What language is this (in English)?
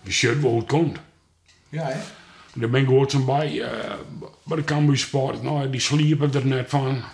Western Frisian